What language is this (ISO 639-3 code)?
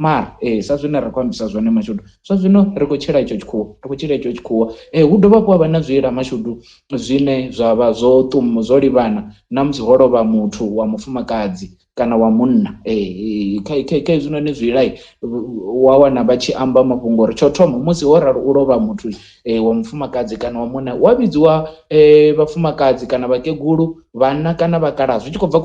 ven